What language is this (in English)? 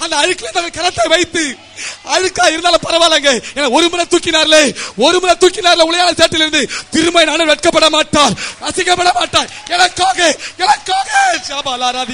Tamil